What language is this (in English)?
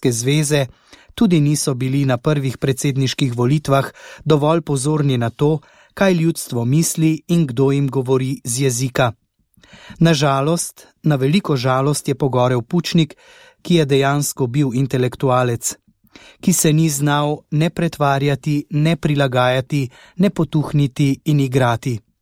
Slovenian